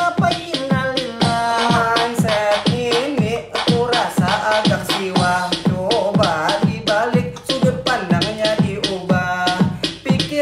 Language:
Banjar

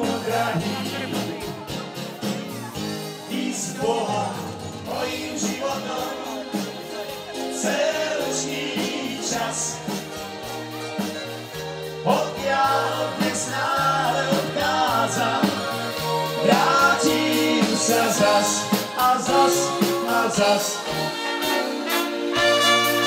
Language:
Slovak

